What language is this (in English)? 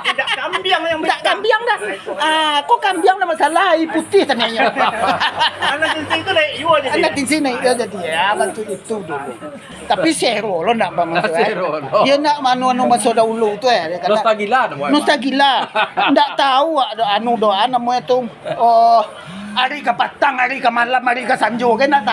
Minangkabau